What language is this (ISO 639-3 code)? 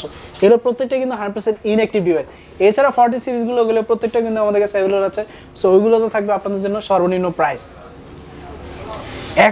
ben